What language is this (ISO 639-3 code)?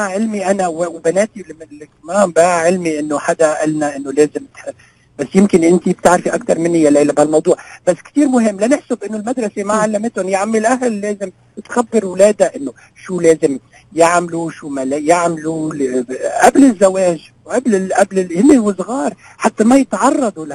apc